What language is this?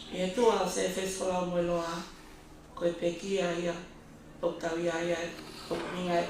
Tongan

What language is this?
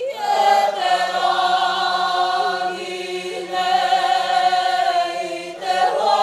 Māori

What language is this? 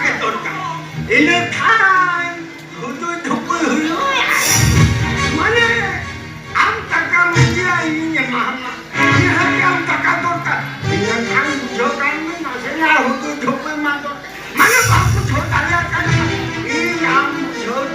Santali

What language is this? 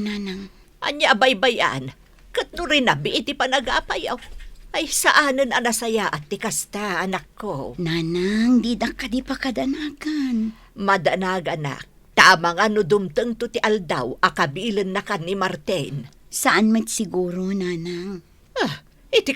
Iloko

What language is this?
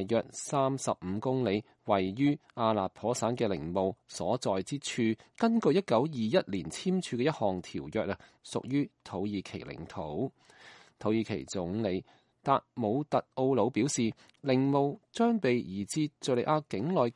Cantonese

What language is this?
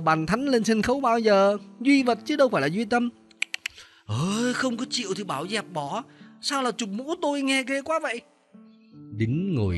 Vietnamese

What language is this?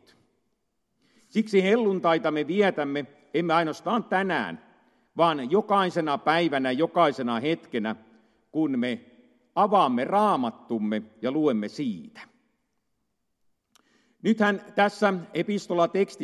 Finnish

